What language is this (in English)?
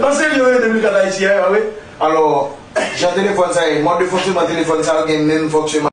Haitian Creole